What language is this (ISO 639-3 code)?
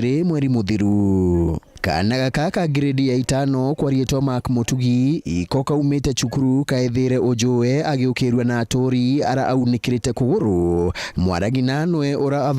mer